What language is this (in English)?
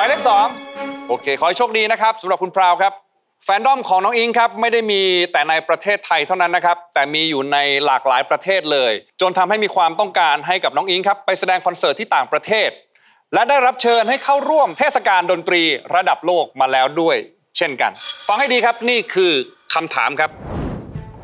Thai